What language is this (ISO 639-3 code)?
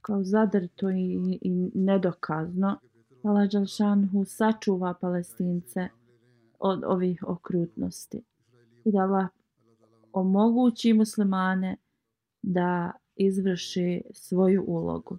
bos